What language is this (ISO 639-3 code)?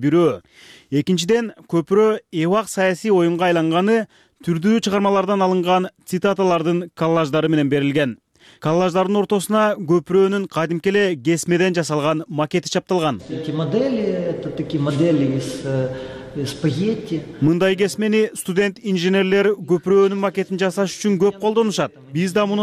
kir